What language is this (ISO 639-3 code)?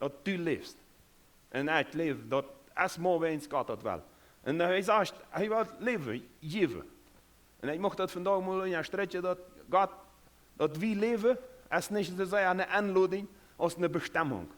pdt